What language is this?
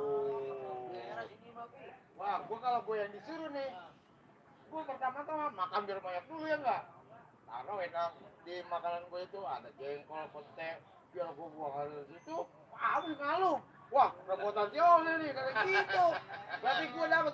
Betawi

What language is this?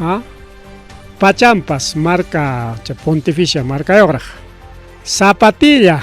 Ayacucho Quechua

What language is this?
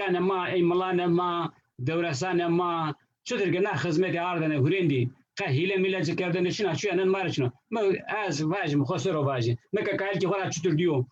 Zaza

